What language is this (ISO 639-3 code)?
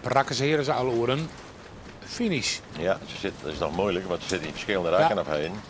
fry